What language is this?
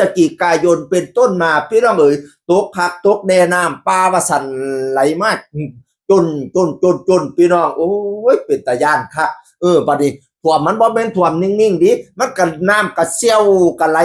Northeastern Thai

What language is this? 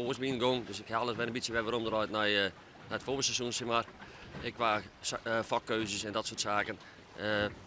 Western Frisian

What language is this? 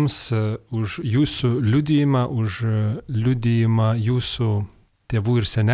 Lithuanian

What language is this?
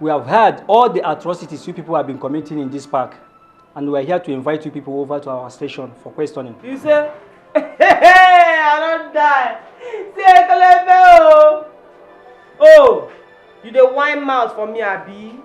Nigerian Pidgin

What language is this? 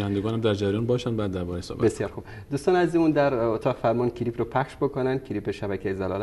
Persian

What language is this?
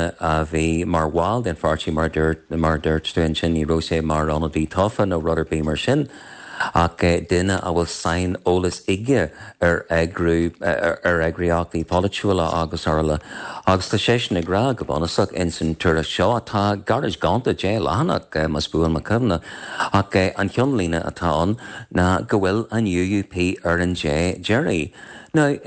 Irish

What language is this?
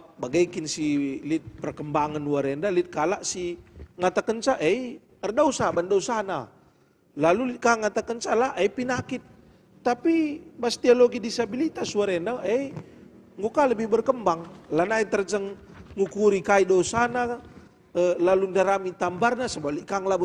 Batak Karo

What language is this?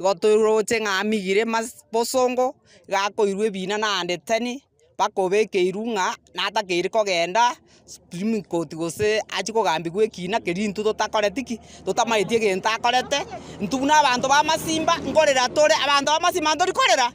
Gusii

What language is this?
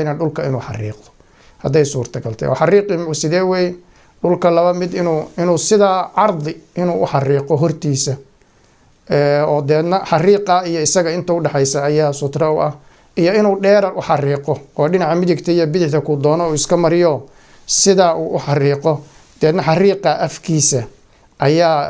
Somali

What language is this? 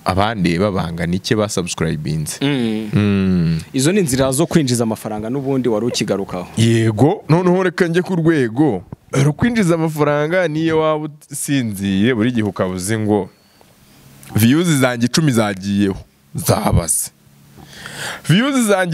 Kinyarwanda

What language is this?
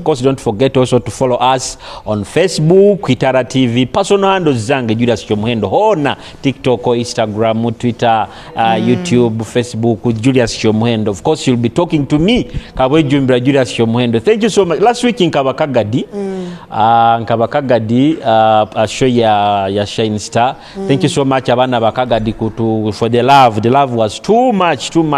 Nyoro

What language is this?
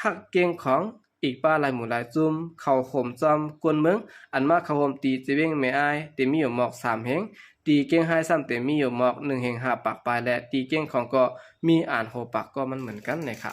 Shan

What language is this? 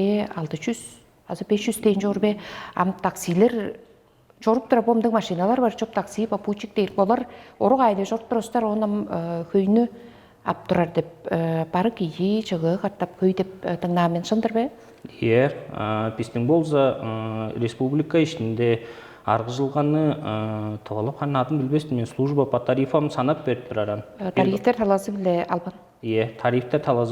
Tuvinian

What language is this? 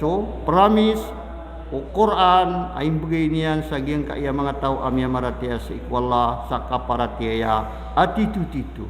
Maranao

